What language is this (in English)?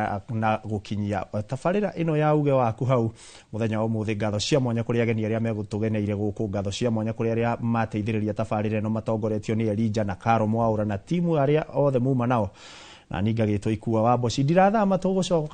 Kikuyu